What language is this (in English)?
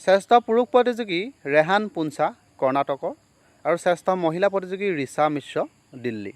Assamese